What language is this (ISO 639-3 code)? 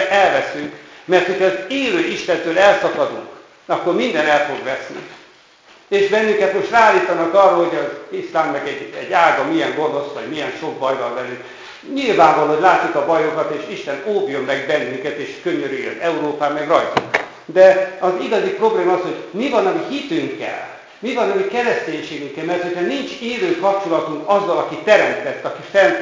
hun